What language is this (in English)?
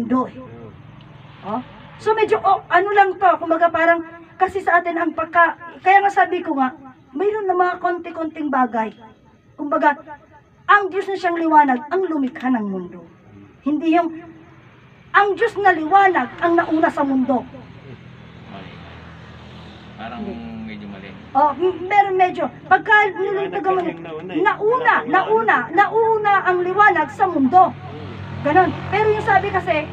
Filipino